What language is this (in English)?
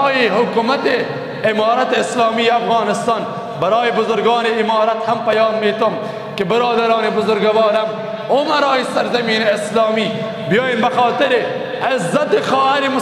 Persian